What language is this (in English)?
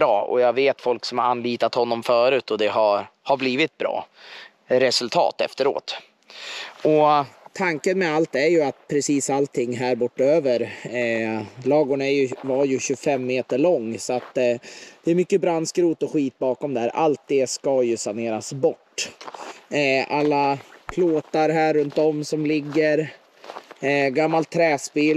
Swedish